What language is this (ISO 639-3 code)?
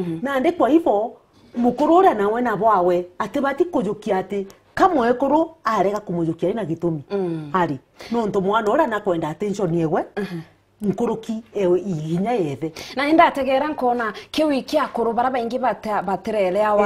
mer